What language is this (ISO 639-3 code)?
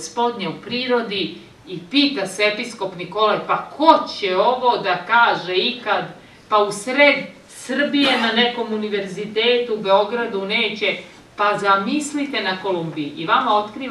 srp